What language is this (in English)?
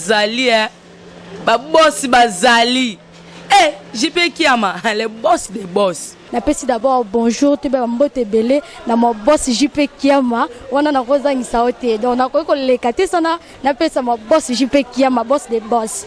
Lingala